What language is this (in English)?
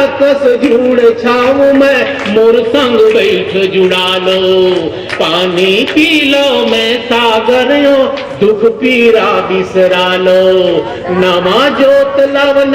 Chhattisgarhi